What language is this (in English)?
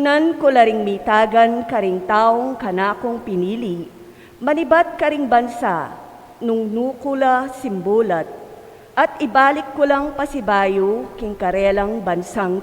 Pampanga